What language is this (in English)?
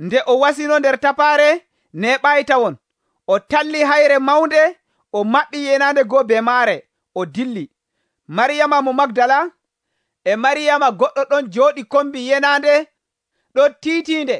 Nigerian Fulfulde